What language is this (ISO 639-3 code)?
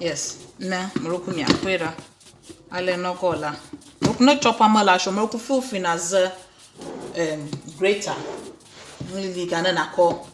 ewe